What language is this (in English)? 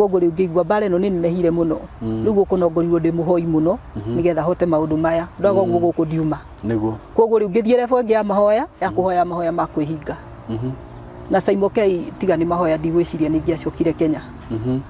Kikuyu